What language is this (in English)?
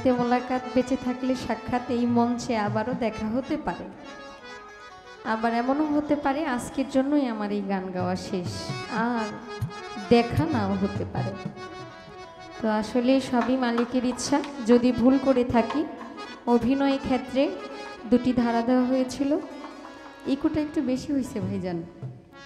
Bangla